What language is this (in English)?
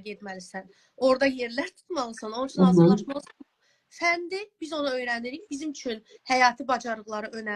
Azerbaijani